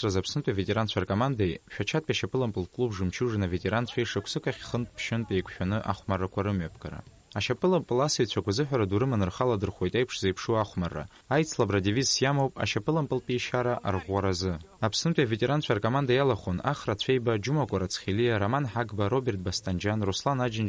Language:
Abkhazian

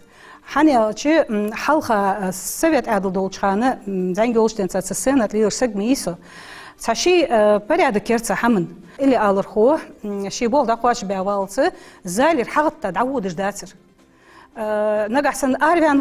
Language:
Ingush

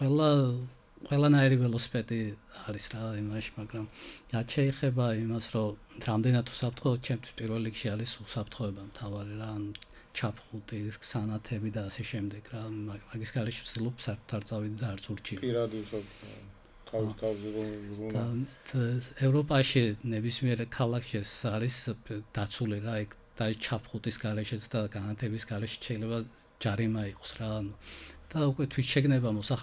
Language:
Georgian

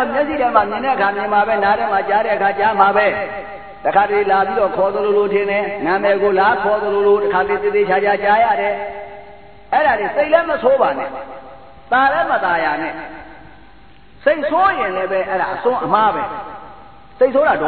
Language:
Burmese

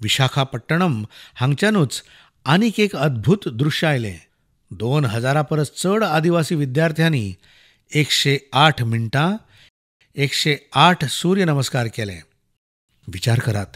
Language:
Konkani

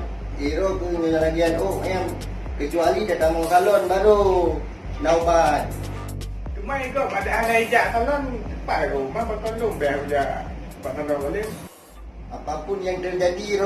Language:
Achinese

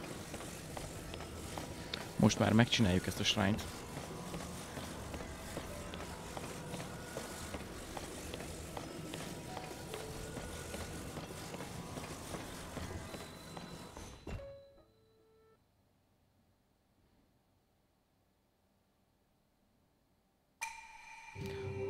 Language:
Hungarian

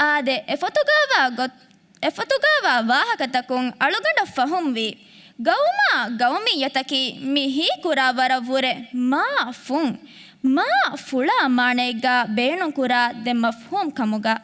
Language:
Divehi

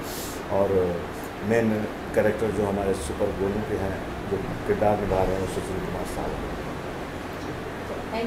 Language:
Hindi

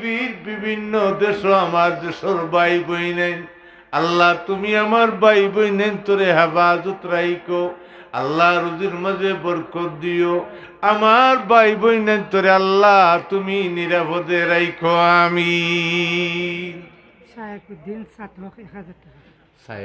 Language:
Sylheti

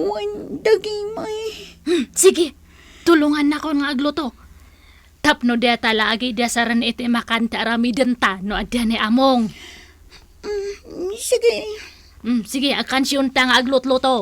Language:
Iloko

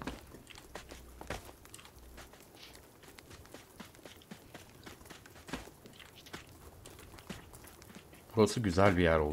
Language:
Turkish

